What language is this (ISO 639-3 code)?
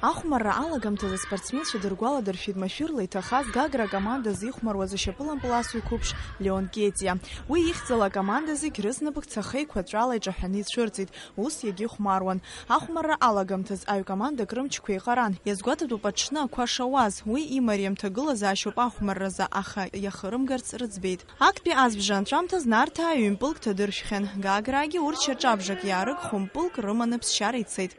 abk